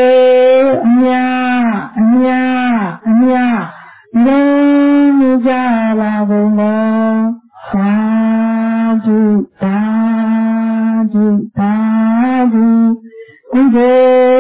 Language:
Burmese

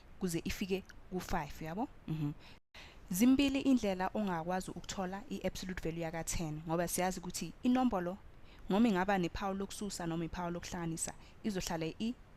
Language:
Zulu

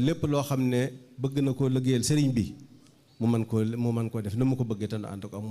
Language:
Wolof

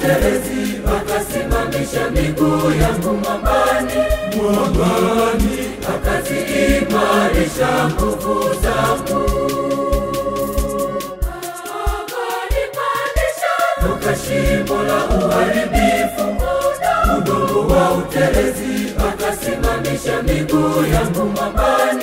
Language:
Swahili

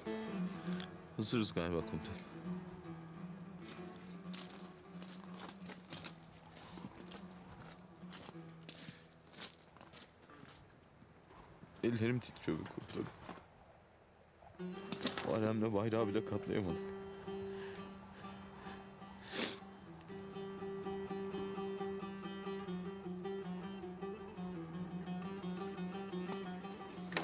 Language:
Turkish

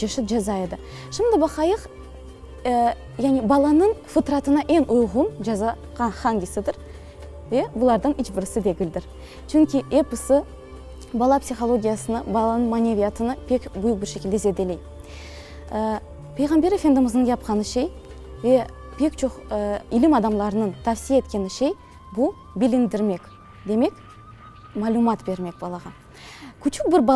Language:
Crimean Tatar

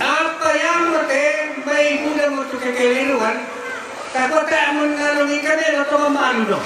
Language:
Toraja-Sa'dan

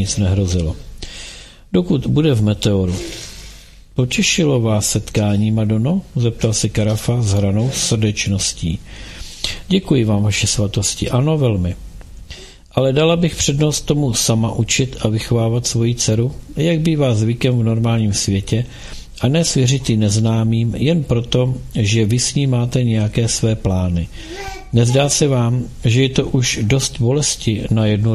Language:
Czech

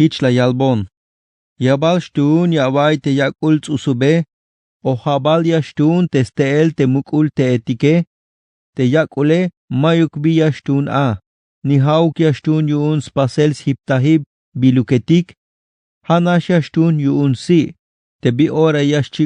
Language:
Tzeltal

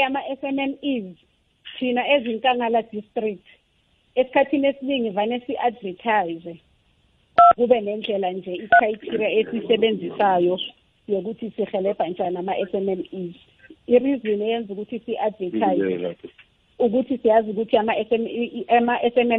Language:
South Ndebele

